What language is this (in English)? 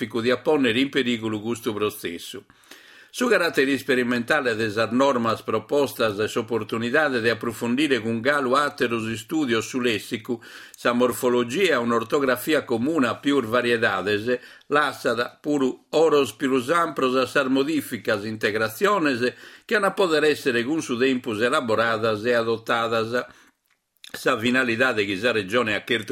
Sardinian